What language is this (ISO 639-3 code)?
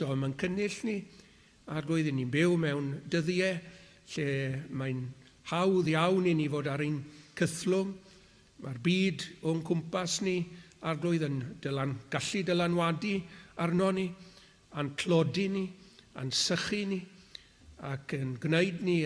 cym